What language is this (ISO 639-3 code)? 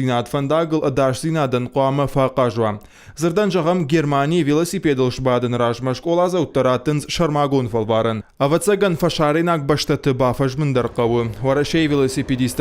oss